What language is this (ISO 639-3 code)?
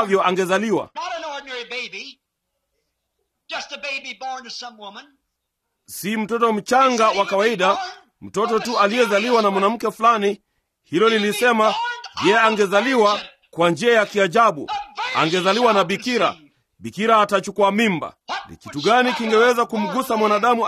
swa